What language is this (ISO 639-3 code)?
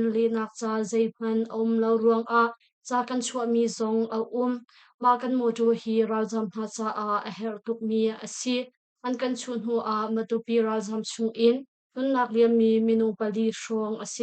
cnh